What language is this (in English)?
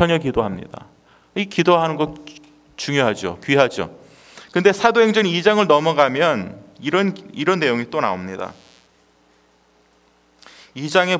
Korean